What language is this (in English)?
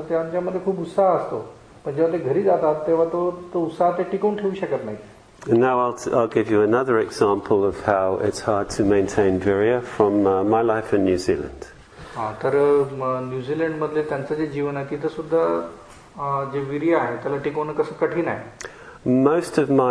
Marathi